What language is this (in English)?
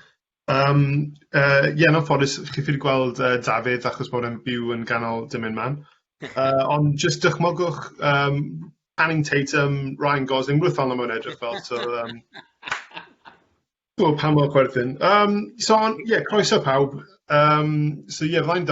Welsh